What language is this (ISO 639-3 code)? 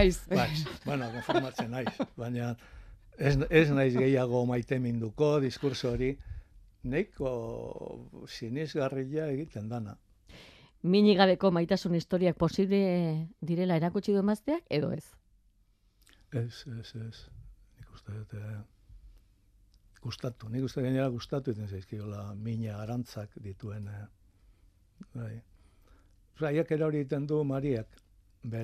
eus